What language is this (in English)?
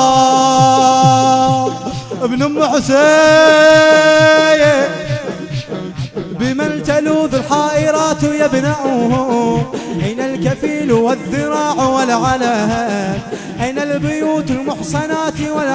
Arabic